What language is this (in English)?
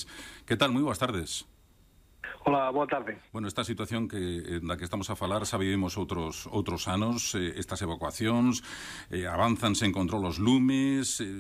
Galician